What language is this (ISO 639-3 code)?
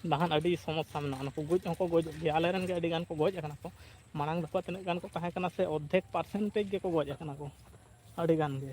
sat